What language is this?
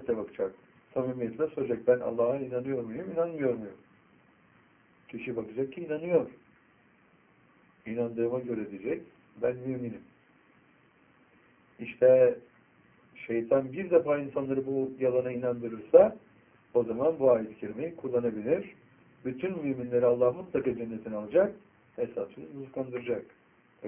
Turkish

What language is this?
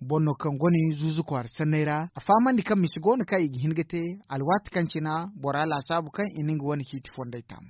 Zarma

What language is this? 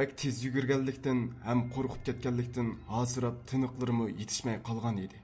Uyghur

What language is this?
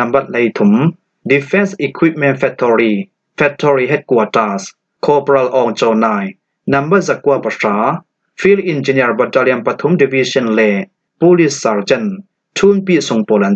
Falam Chin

